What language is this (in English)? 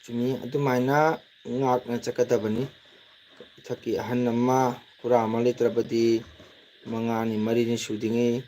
Manipuri